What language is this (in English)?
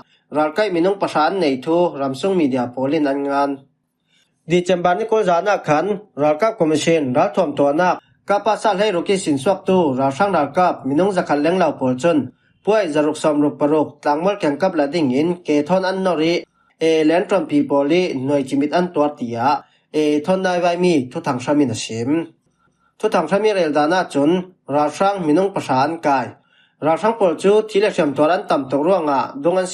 Falam Chin